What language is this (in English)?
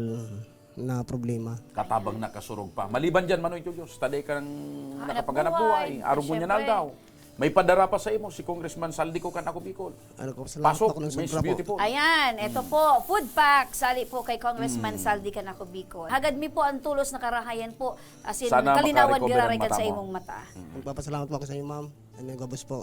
Bikol